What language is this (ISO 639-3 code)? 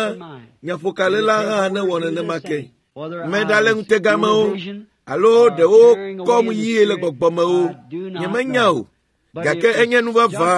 ewe